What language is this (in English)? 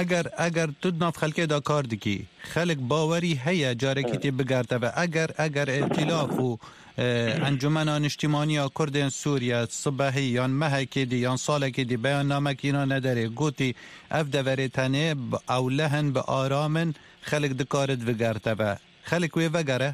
Kurdish